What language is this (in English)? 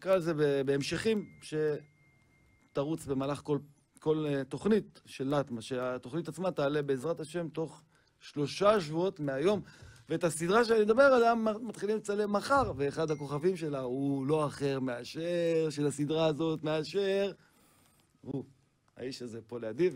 Hebrew